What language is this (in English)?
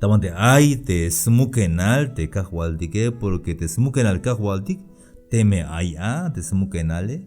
Tzeltal